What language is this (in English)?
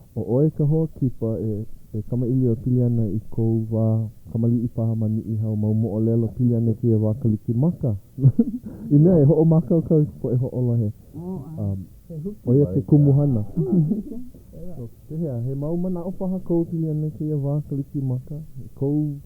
Hawaiian